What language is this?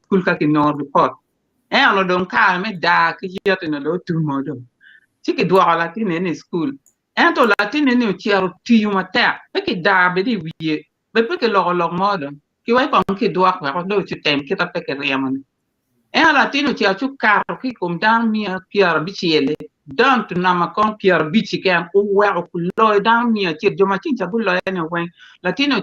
Acoli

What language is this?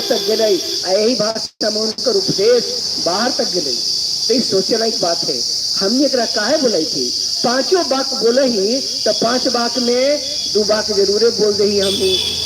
Magahi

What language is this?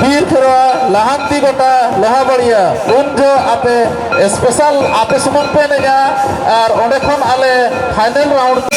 Santali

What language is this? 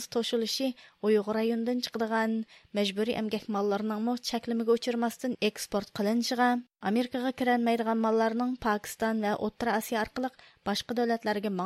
Uyghur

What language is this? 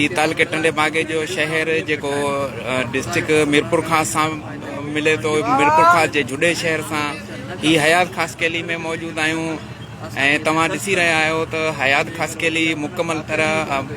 Sindhi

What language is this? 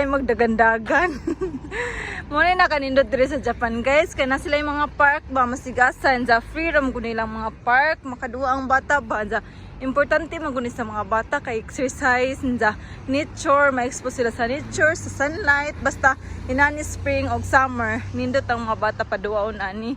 Cebuano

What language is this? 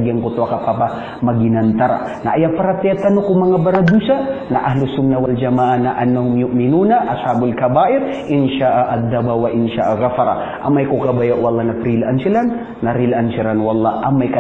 Maranao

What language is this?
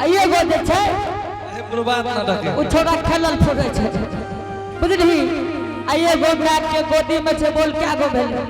Angika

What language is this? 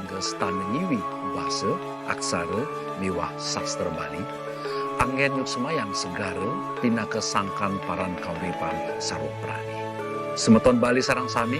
Balinese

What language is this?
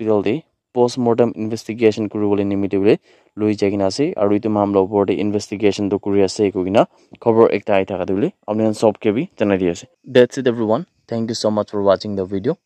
Naga Pidgin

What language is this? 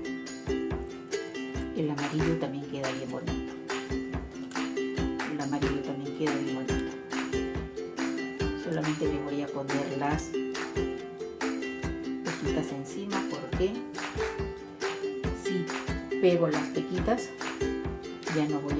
Spanish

